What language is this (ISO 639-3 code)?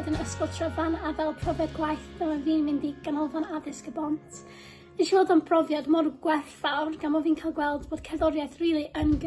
cym